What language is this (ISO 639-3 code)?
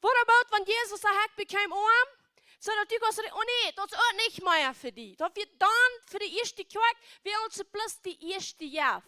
pdt